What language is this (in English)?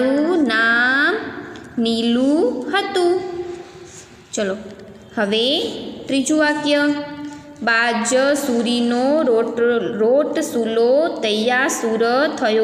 Gujarati